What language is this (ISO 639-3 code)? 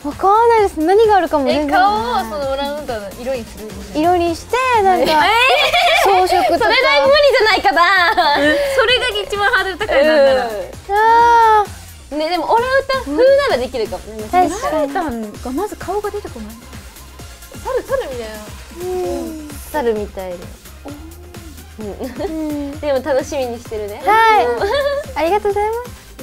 jpn